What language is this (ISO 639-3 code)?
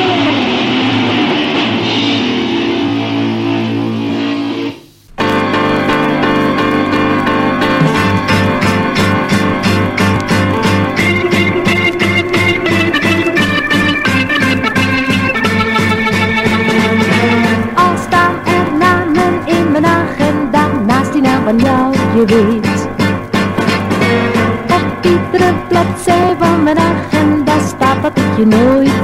nld